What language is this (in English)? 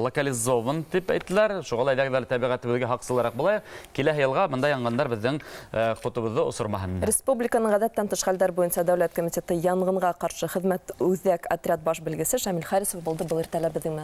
Bashkir